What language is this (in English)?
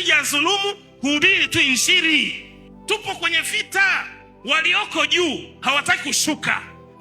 Swahili